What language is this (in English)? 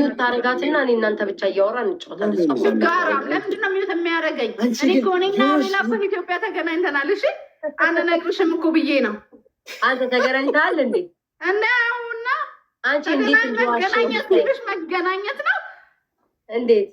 Amharic